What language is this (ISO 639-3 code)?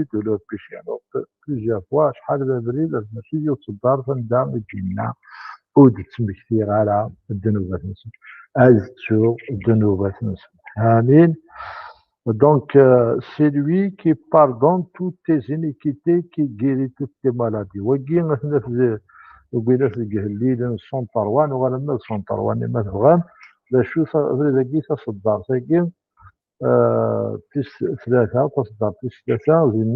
kab